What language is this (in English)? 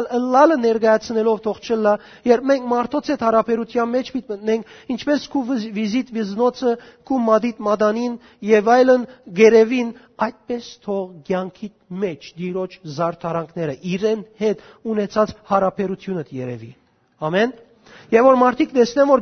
Western Armenian